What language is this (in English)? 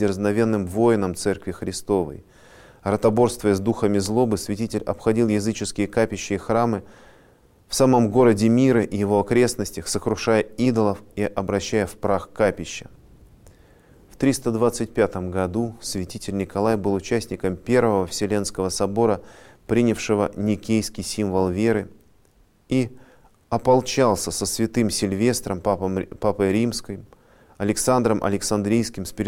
Russian